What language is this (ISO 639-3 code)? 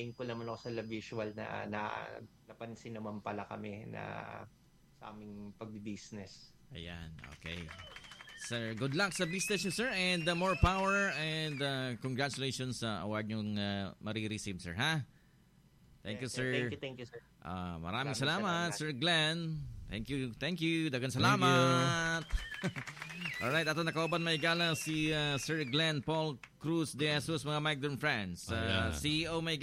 fil